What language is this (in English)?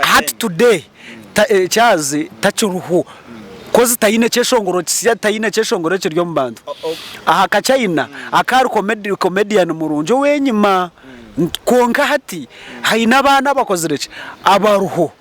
Nyankole